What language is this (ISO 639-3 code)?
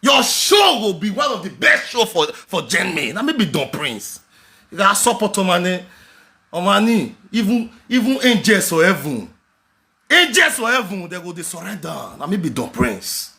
pcm